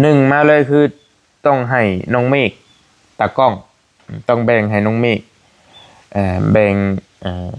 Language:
Lao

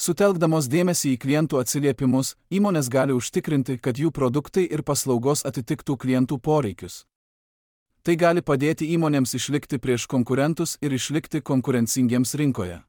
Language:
Lithuanian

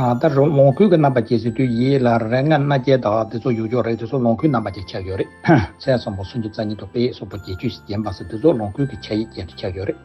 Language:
Tibetan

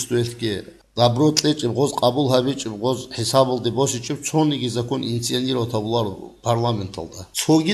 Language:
Avaric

